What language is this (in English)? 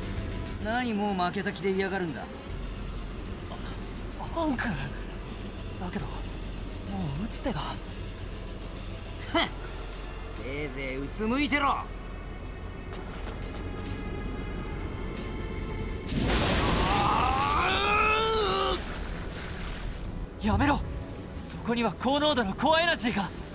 Japanese